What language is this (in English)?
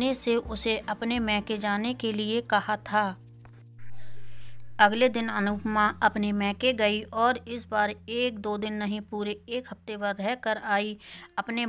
Hindi